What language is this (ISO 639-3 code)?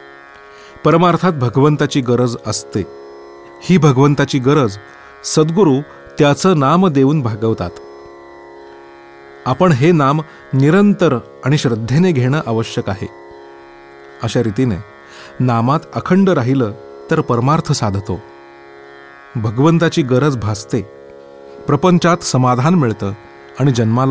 mar